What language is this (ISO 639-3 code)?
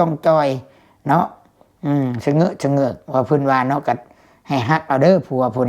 lao